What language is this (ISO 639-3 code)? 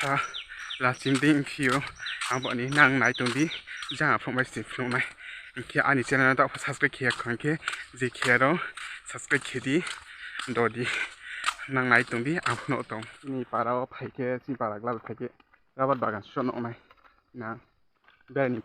trp